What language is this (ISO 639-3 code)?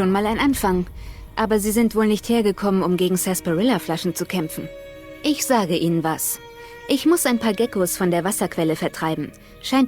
bar